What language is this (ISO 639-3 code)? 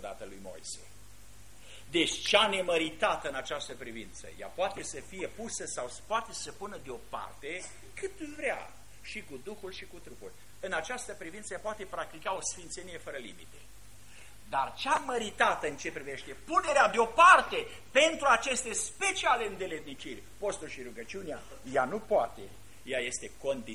ron